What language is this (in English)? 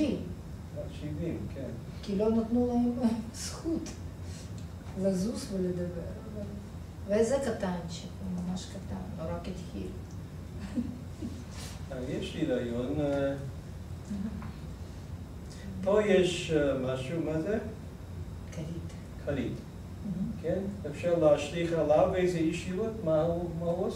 Hebrew